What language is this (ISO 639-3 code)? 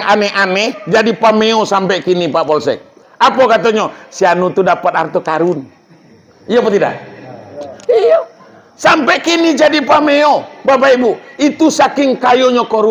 min